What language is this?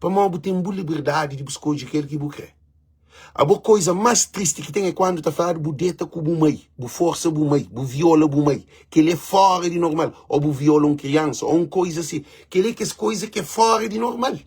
Kabuverdianu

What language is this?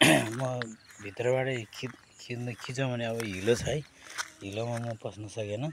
Nepali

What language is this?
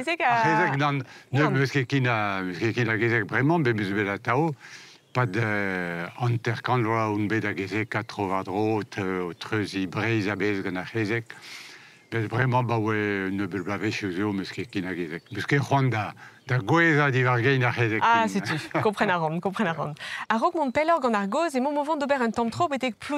Breton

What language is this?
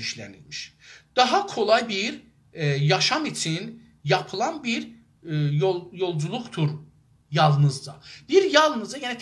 South Azerbaijani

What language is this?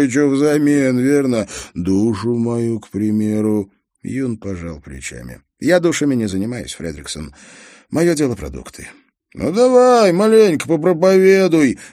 Russian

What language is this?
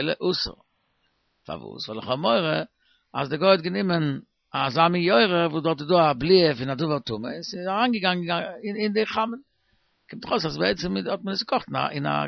Yiddish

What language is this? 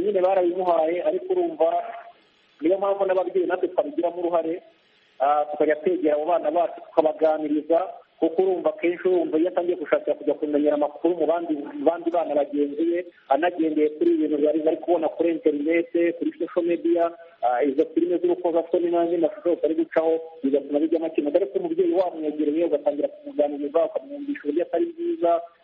Kinyarwanda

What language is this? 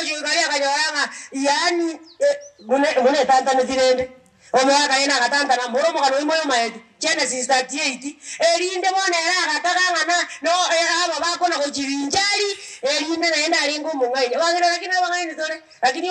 Gusii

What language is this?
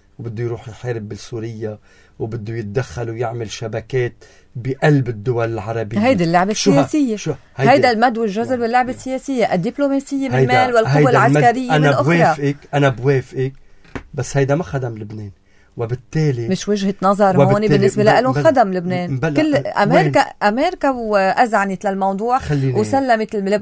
North Levantine Arabic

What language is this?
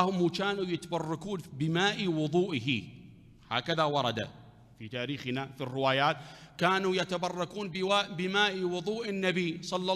Mesopotamian Arabic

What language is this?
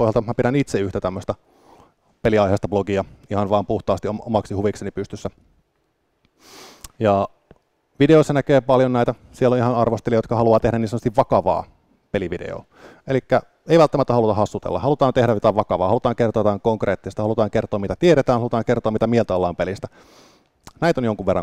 Finnish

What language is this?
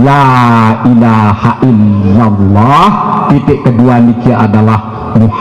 Sasak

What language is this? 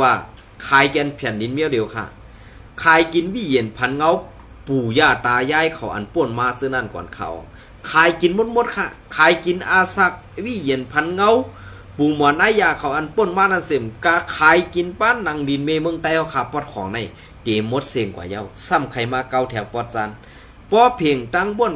Shan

